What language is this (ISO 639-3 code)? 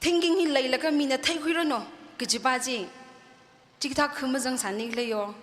nmf